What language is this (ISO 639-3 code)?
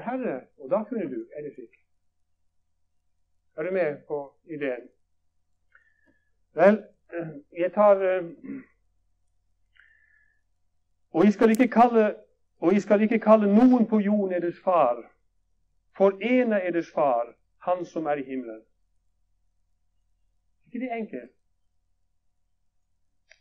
nor